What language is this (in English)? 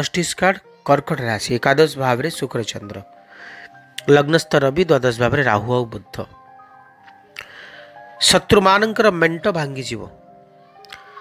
Odia